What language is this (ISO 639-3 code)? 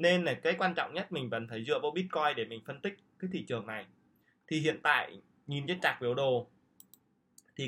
vie